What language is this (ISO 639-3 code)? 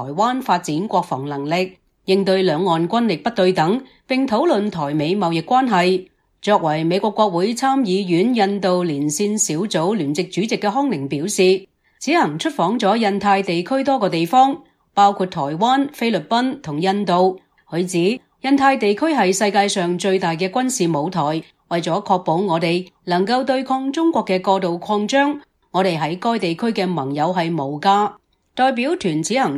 yue